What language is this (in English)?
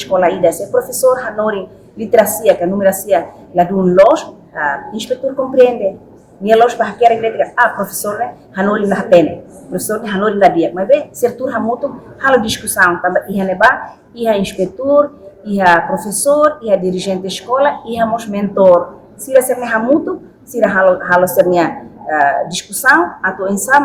Tetum